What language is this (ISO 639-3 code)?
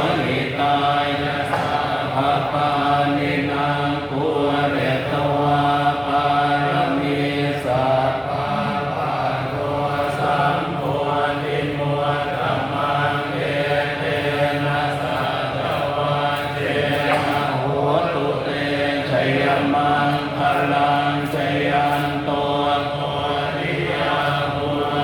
pli